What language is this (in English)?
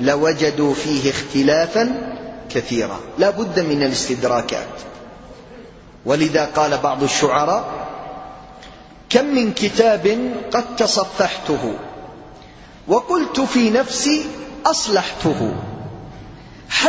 Arabic